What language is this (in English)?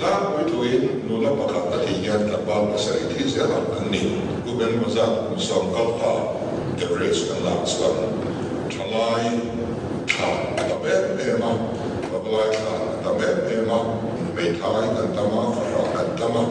Mizo